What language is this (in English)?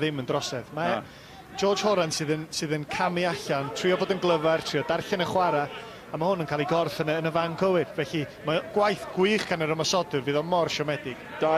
Welsh